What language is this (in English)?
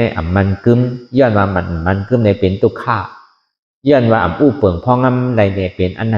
Shan